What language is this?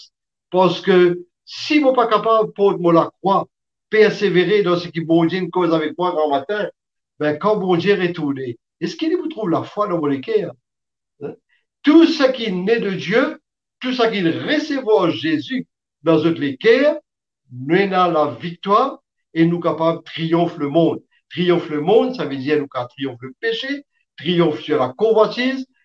Morisyen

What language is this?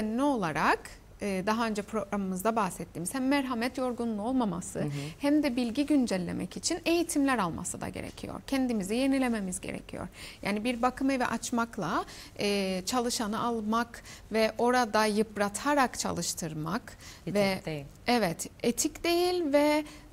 Turkish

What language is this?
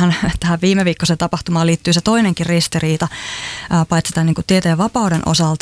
Finnish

